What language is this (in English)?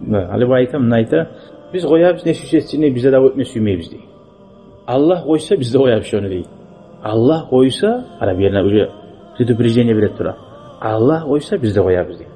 Kumyk